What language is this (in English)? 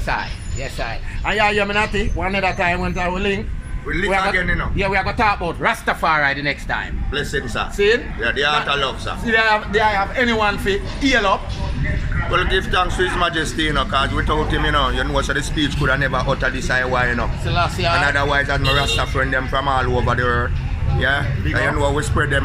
Jamaican Creole English